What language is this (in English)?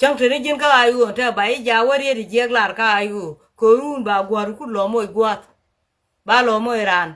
Nuer